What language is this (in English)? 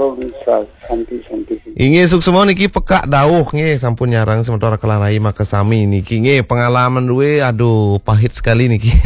Balinese